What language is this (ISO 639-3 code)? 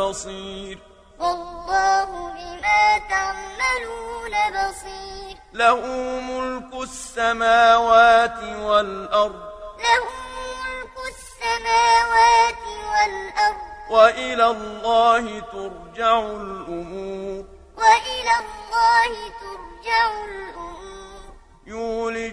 ara